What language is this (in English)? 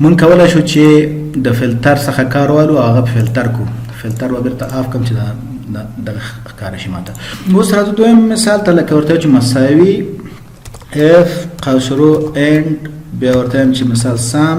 Pashto